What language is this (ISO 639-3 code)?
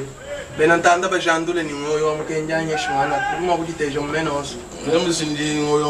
lua